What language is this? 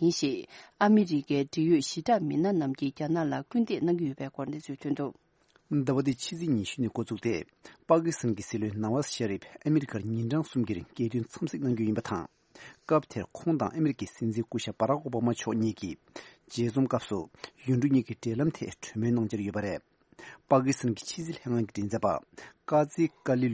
Tibetan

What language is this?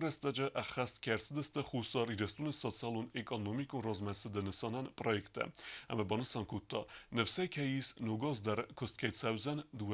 Ossetic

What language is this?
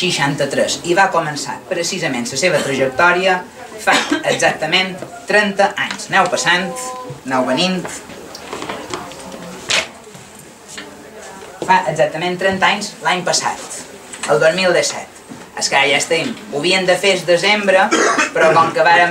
Catalan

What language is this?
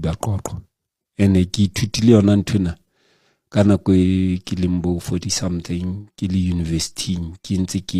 Southern Sotho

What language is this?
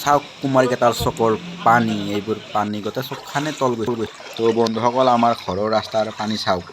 Assamese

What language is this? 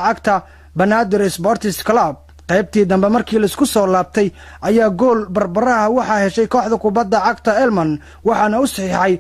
Somali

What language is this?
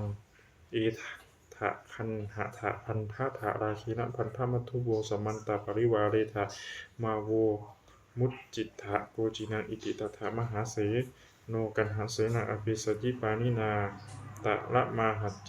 Pali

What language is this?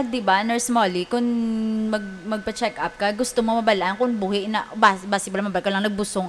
Hiligaynon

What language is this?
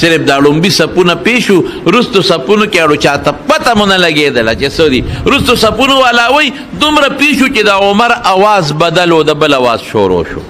Pashto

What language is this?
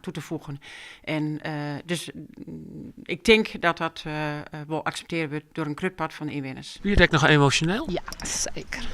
Western Frisian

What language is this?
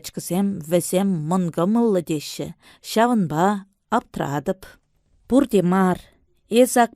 Chuvash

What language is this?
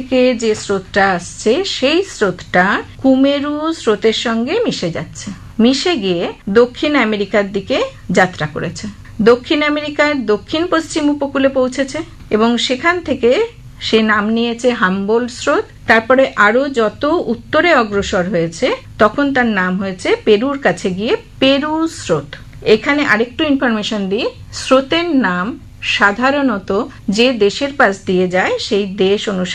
Bangla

